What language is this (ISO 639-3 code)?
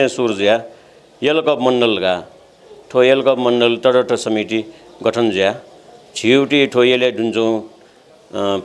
new